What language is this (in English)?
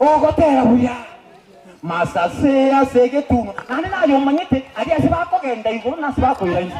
Gusii